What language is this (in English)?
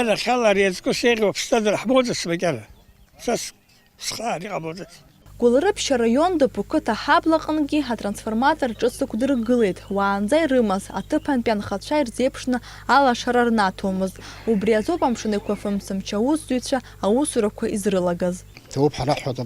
Abkhazian